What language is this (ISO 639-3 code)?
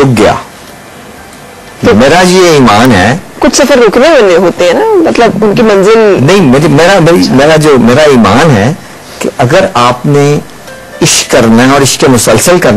urd